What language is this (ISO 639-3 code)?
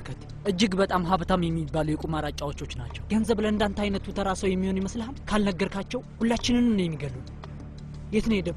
amh